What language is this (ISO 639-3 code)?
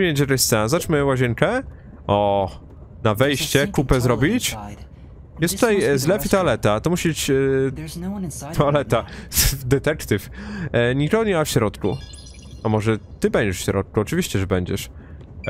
pol